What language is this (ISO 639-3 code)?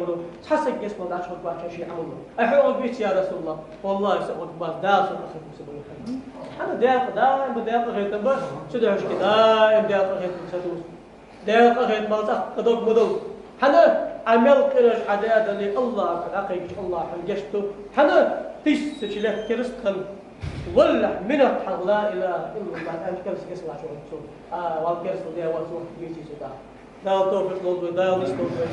inh